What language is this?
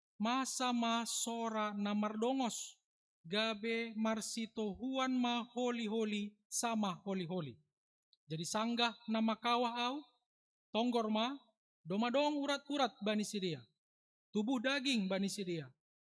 Batak Simalungun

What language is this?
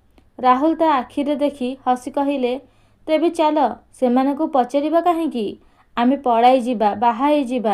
Odia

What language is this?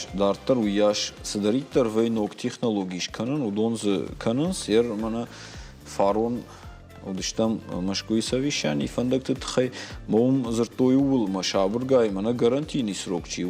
Ossetic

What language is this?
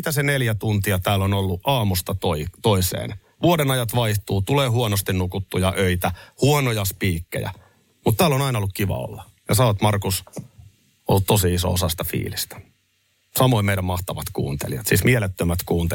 Finnish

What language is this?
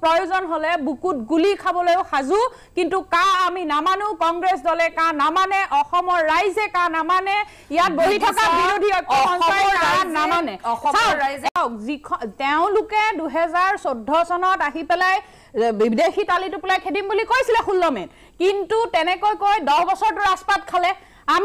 Assamese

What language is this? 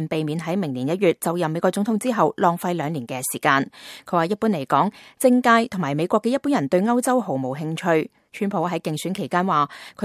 Cantonese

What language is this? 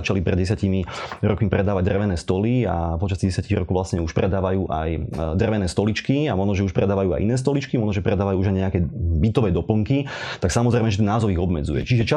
Slovak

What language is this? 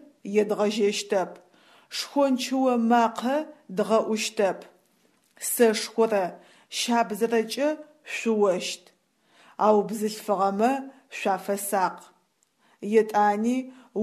Adyghe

